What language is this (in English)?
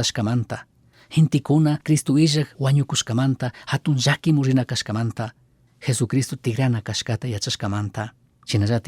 Chimborazo Highland Quichua